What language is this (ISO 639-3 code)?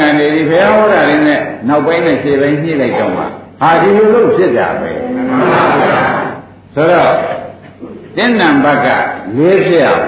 mya